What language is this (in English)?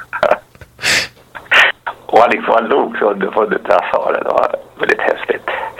Swedish